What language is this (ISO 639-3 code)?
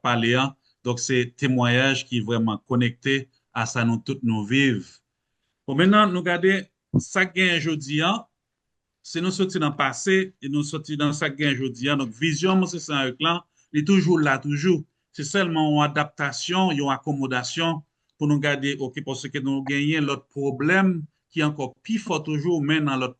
hat